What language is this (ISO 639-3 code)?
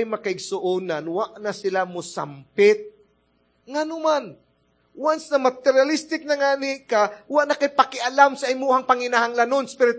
ceb